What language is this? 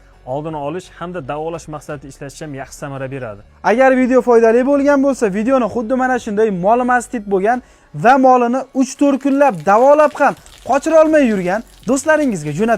Uzbek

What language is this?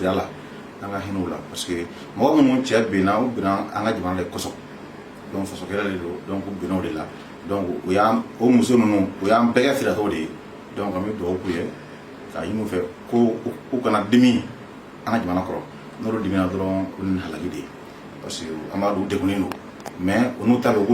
Bambara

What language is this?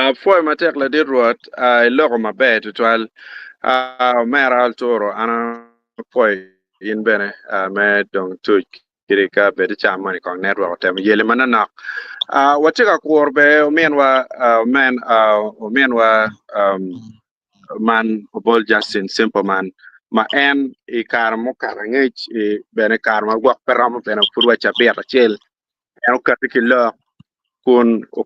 Acoli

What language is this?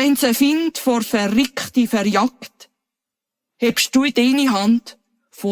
Swiss German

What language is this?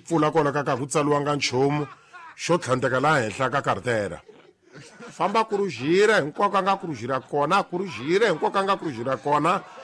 Tsonga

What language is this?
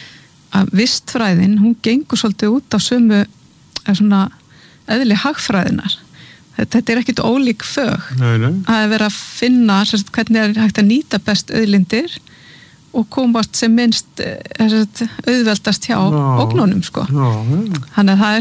Icelandic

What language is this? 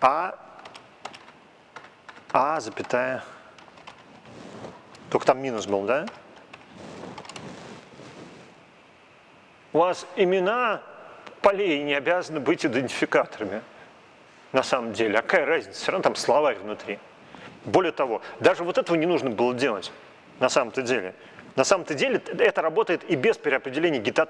Russian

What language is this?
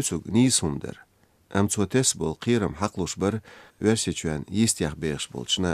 Chechen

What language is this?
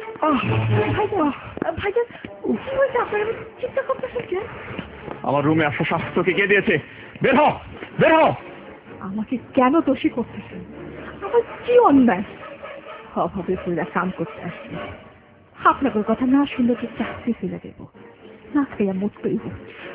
Bangla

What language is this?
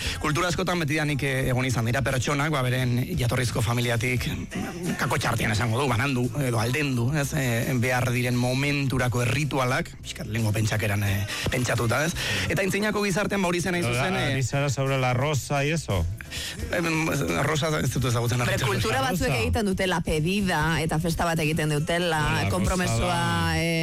Basque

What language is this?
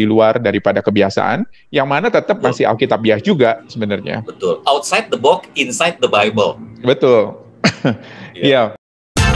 Indonesian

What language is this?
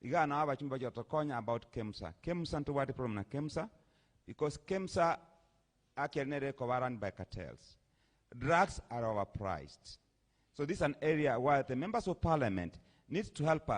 Gusii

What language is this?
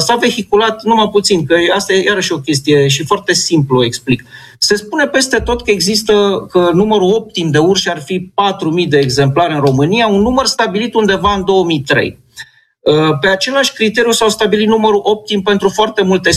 Romanian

